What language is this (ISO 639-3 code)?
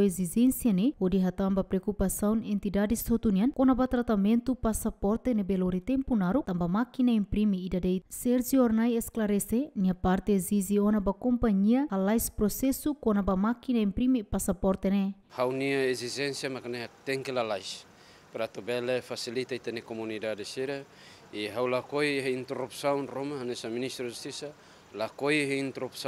tet